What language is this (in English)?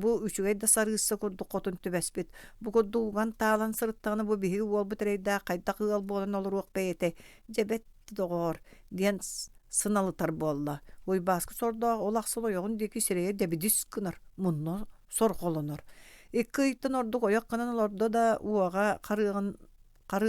Yakut